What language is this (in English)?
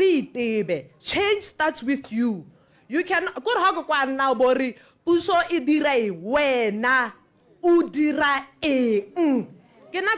Tswana